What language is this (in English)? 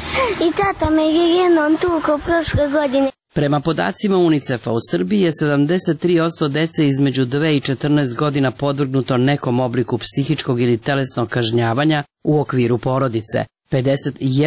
Serbian